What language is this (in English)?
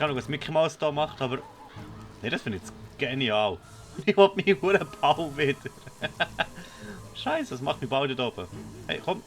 Swiss German